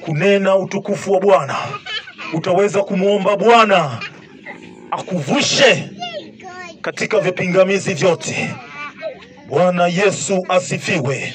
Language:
Swahili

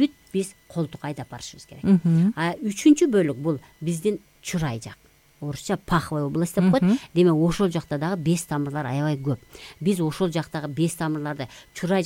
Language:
Kyrgyz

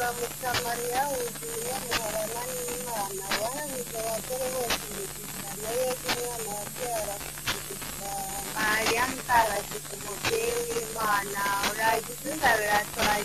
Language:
Kinyarwanda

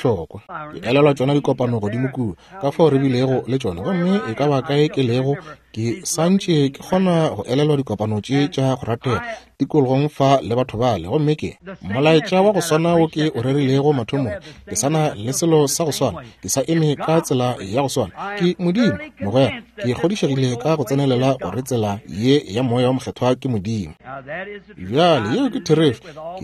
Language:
Northern Sotho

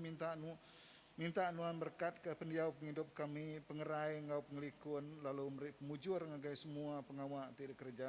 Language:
Iban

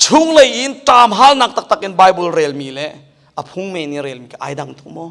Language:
Hakha Chin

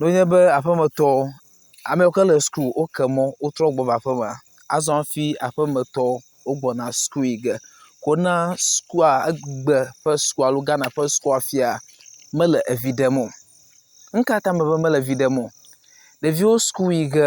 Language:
Ewe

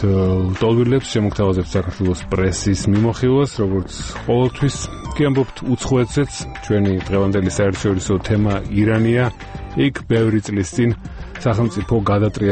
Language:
Georgian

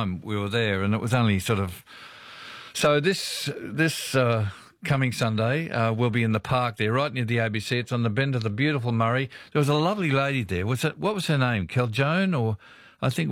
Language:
English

